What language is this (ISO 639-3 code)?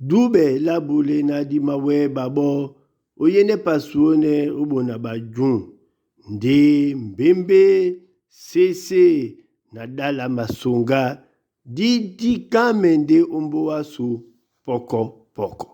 dua